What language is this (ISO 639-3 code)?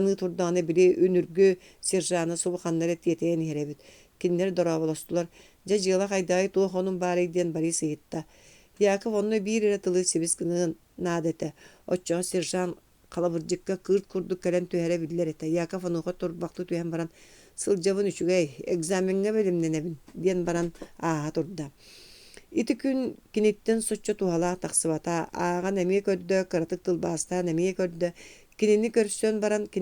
sah